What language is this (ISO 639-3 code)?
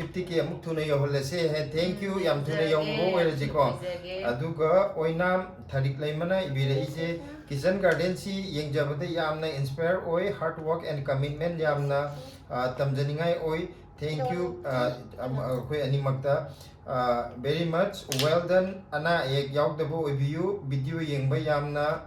mni